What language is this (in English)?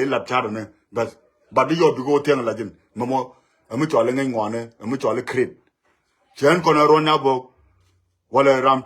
Nuer